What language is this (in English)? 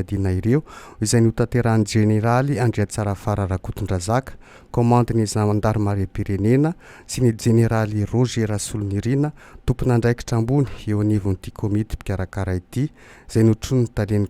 Malagasy